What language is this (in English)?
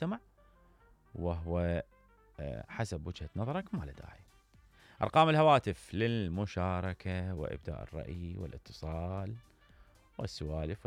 Mesopotamian Arabic